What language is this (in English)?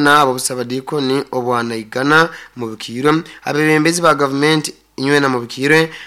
Nyoro